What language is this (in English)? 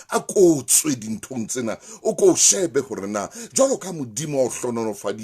Southern Sotho